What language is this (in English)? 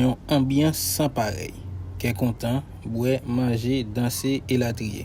Haitian Creole